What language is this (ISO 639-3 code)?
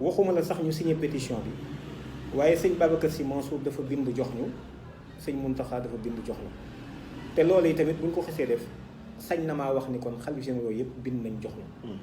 wol